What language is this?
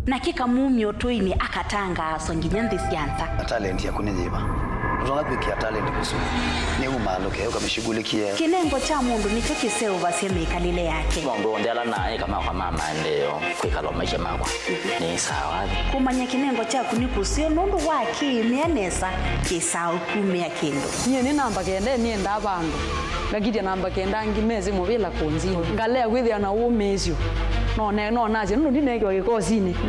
Kamba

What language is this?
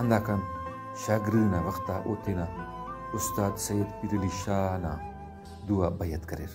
Brahui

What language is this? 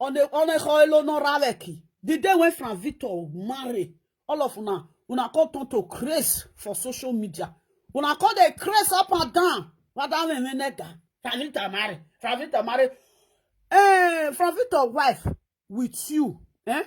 Nigerian Pidgin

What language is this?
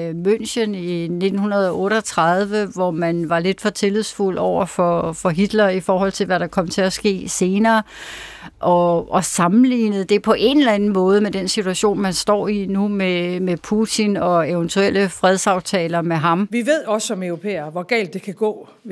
Danish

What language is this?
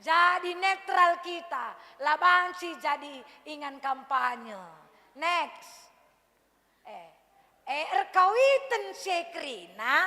Batak Karo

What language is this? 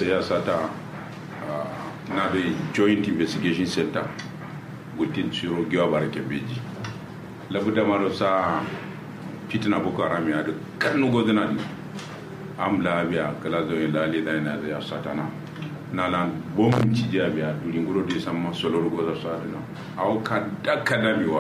Kanuri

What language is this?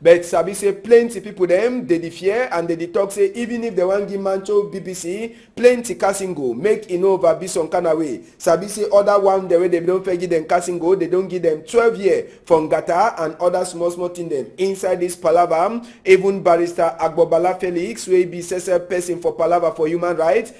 Cameroon Pidgin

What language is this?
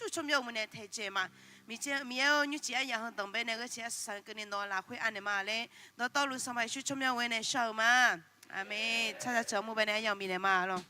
Akha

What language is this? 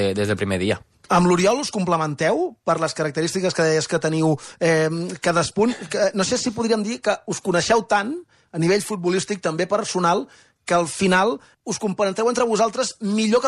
Catalan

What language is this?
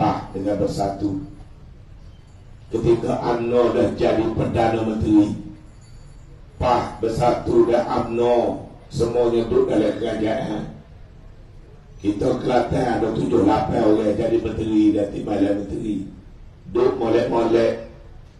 Malay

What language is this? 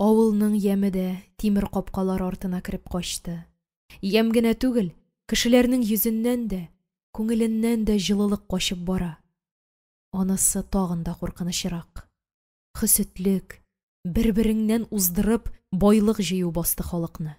Tatar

